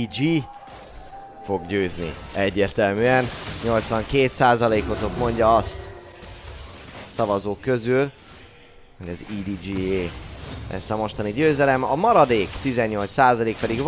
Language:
Hungarian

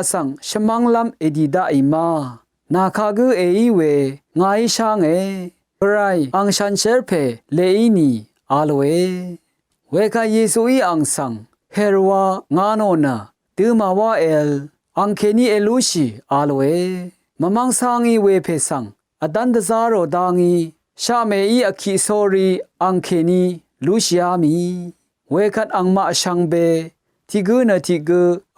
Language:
Rawang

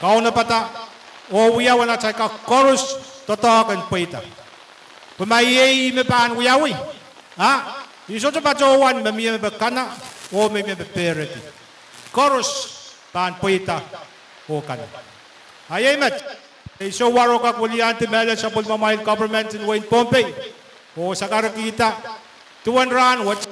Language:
Pohnpeian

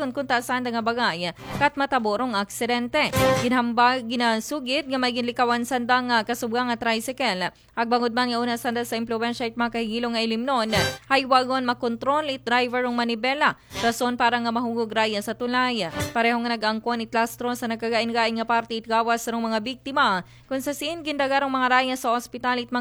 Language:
Aklanon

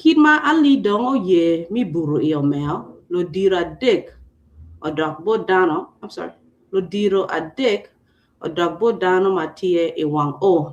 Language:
Acoli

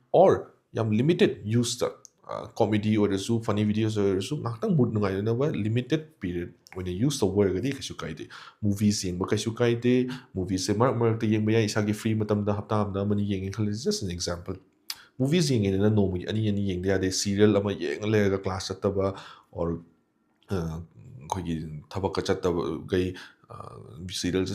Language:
Manipuri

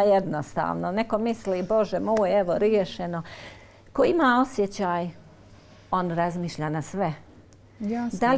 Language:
Bosnian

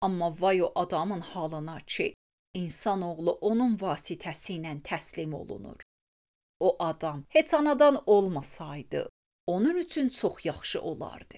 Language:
Azerbaijani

